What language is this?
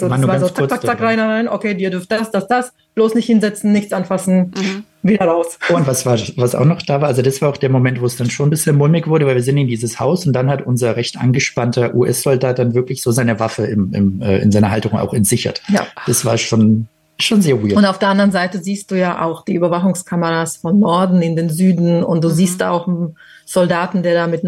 German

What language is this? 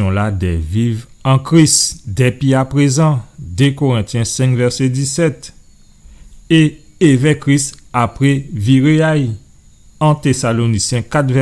Guadeloupean Creole French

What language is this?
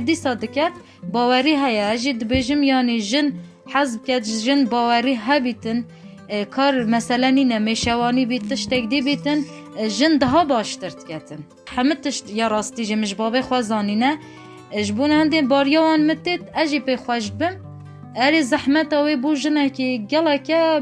Kurdish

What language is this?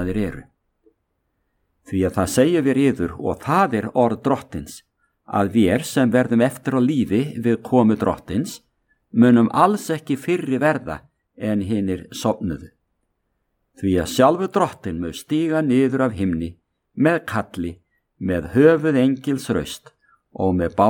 Icelandic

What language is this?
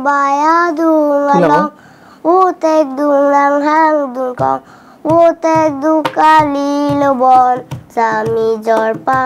Karbi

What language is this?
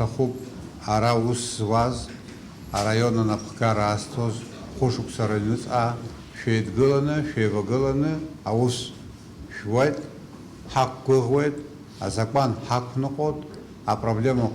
Abkhazian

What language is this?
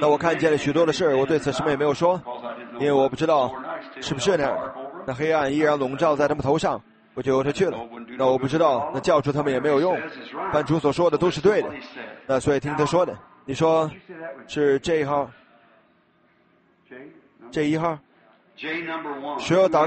Chinese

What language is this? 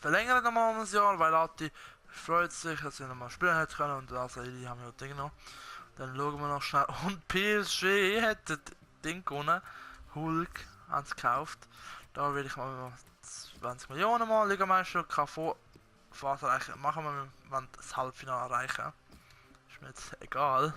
Swiss German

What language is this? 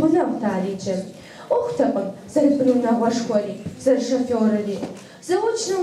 Kabardian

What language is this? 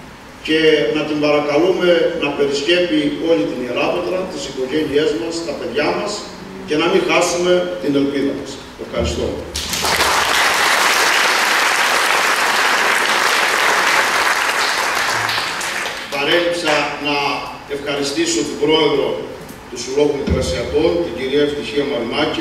Greek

